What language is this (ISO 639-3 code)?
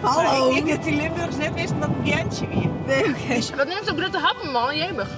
fry